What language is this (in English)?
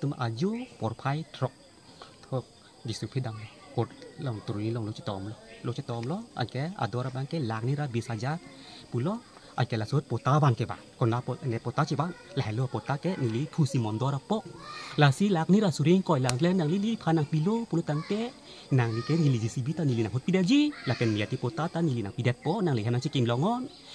Karbi